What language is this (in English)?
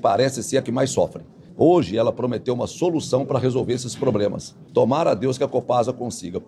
Portuguese